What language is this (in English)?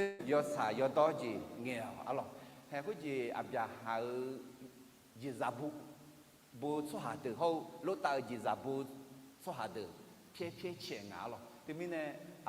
Akha